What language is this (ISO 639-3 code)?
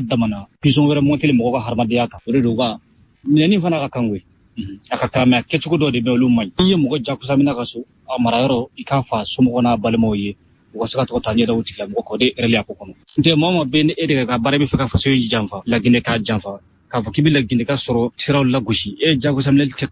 bam